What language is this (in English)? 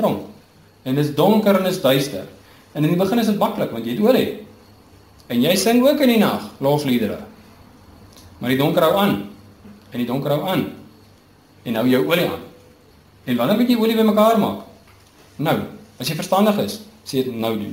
Afrikaans